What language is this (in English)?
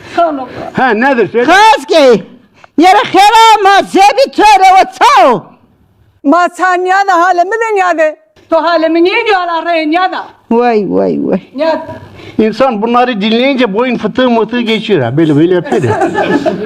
Zaza